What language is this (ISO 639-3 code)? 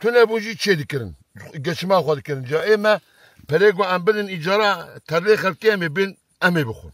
kur